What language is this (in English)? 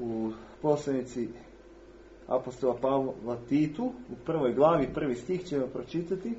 Serbian